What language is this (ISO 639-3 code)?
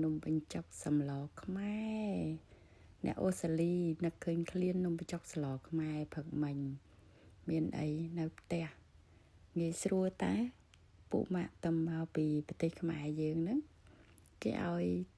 khm